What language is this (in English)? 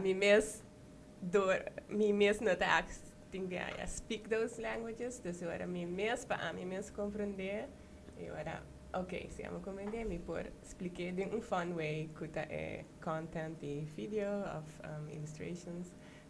Papiamento